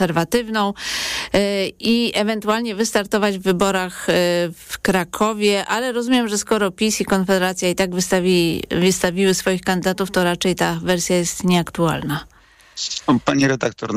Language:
Polish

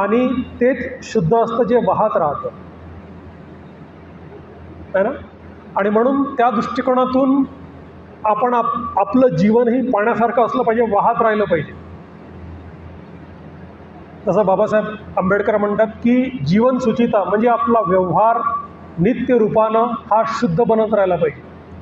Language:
Marathi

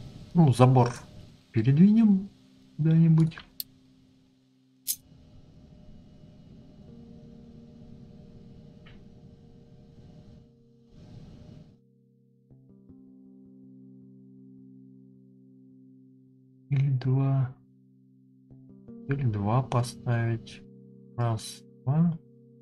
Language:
Russian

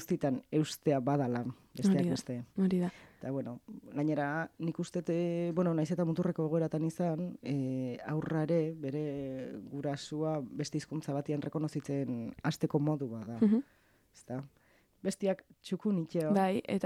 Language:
Basque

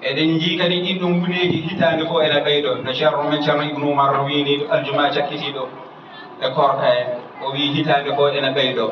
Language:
Fula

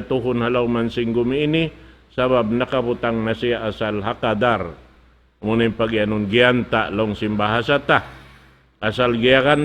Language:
Tausug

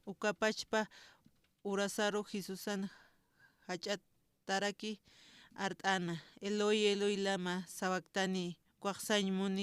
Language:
Aymara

